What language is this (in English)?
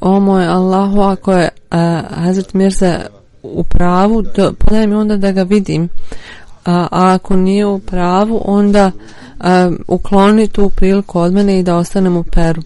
Bosnian